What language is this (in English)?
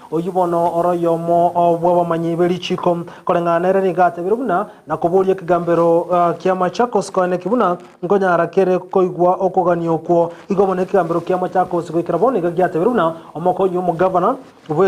Gusii